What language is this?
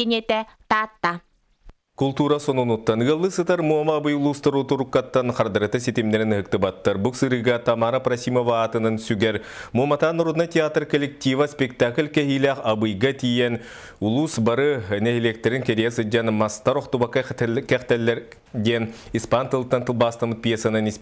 Yakut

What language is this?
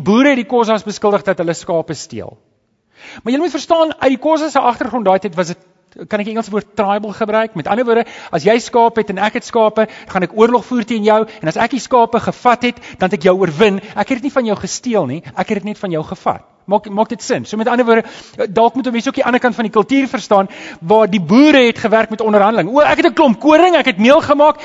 Afrikaans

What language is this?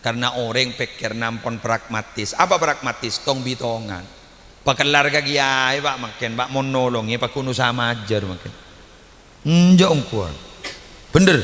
Madurese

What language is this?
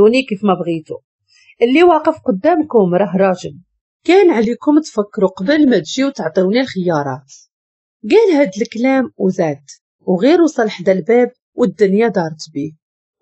Moroccan Arabic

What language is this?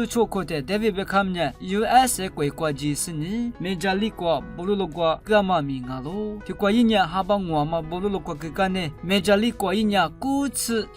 Lisu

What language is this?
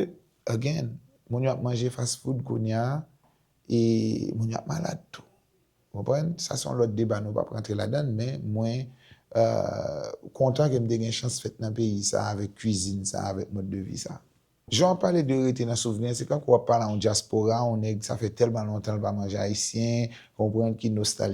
Haitian Creole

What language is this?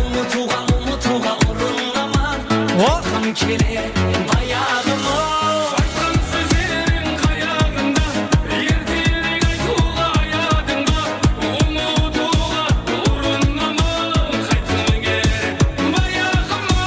Kara-Kalpak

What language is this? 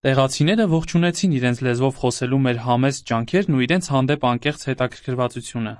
Armenian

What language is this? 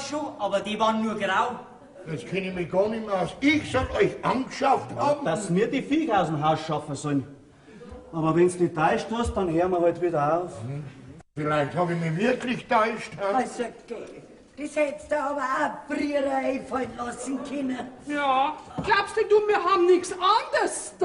Bavarian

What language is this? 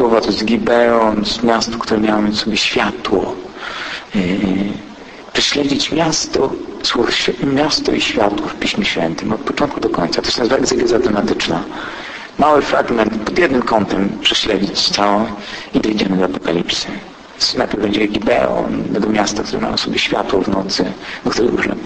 Polish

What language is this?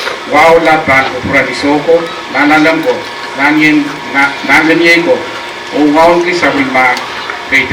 Pohnpeian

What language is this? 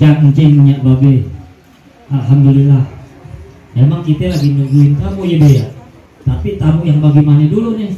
Betawi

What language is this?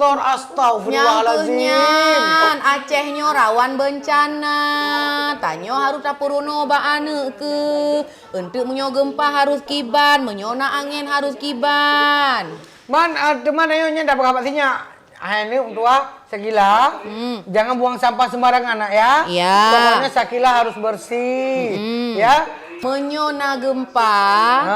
Achinese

